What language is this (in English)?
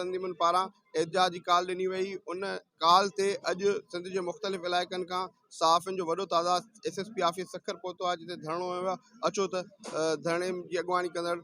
Sindhi